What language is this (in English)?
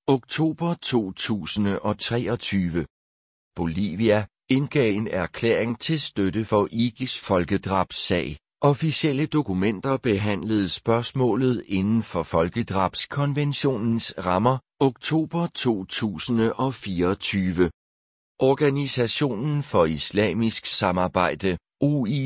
Danish